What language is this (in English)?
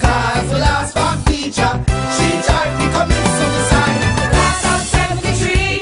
Jamaican Creole English